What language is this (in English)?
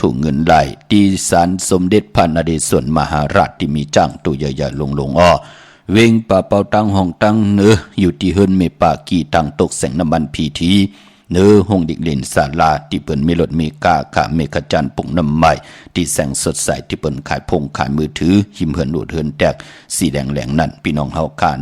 Shan